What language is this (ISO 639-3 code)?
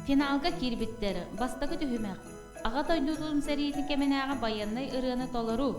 sah